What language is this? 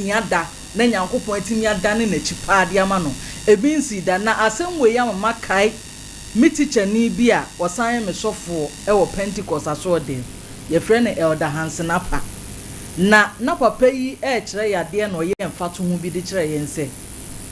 Akan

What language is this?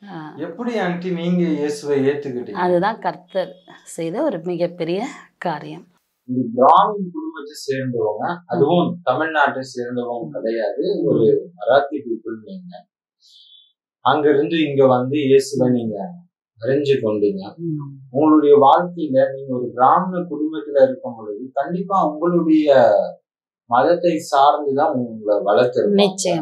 Tamil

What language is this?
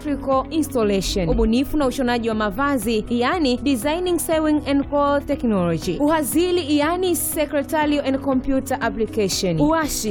Swahili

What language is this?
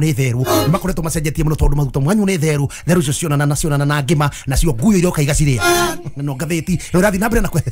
Kikuyu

